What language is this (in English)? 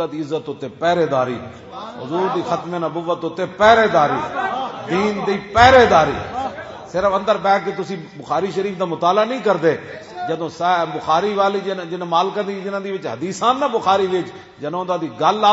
Western Panjabi